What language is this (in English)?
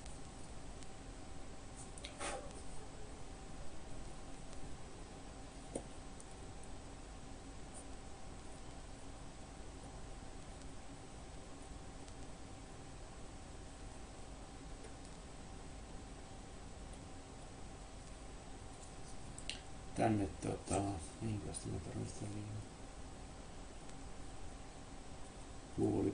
Finnish